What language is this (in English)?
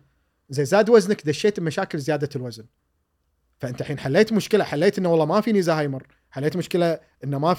Gulf Arabic